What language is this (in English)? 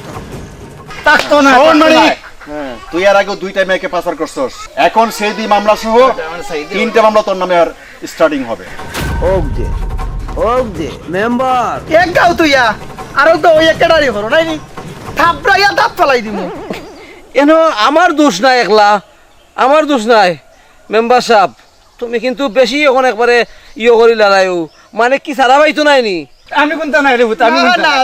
Sylheti